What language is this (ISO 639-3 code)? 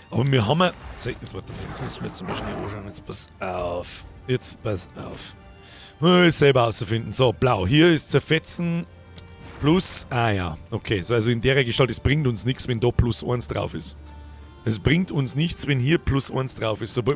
bar